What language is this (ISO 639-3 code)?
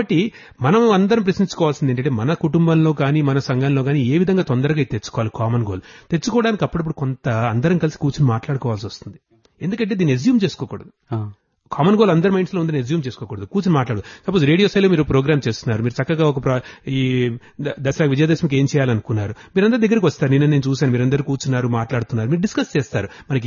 tel